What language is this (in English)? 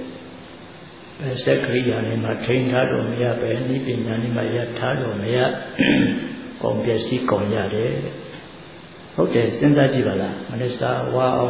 Burmese